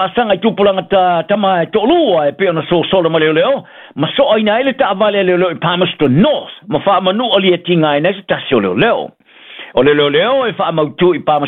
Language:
Samoan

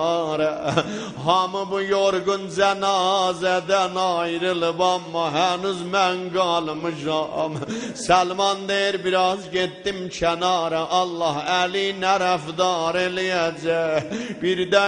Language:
South Azerbaijani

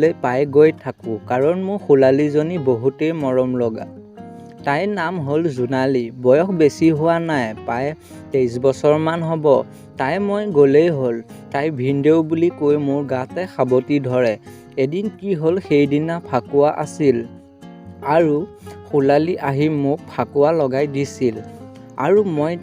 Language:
Assamese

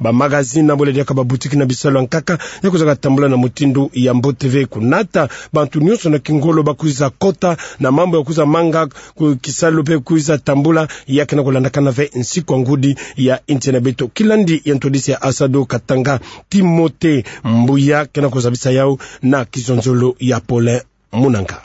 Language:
Kituba (Democratic Republic of Congo)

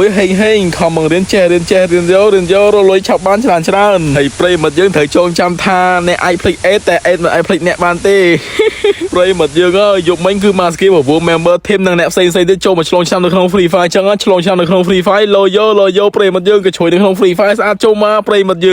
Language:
Khmer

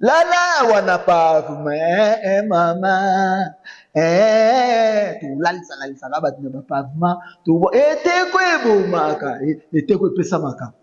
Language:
Lingala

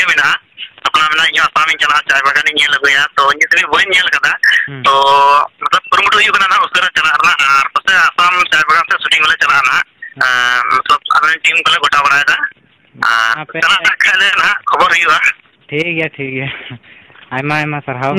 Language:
Santali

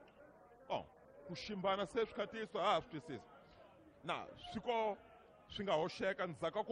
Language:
Tsonga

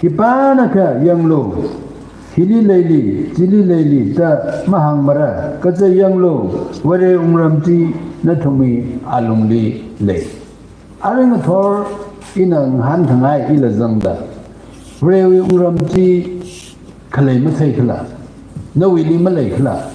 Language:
Tangkhul Naga (India)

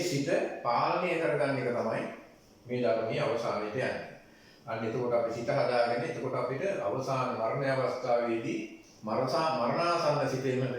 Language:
Sinhala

